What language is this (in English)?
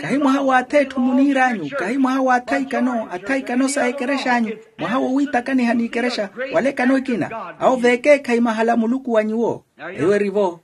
Makhuwa